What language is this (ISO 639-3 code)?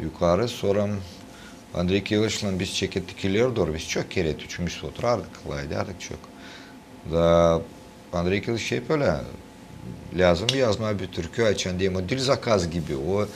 gag